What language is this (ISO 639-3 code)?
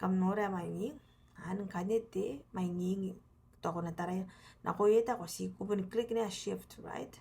gil